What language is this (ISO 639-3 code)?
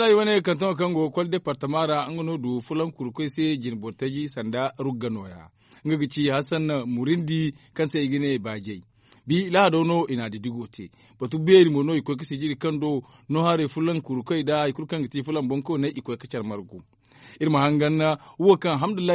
dje